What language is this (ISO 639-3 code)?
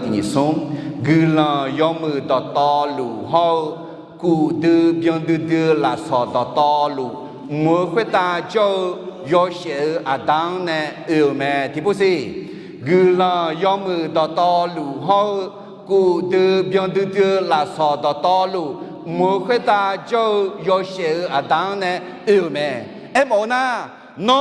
ahk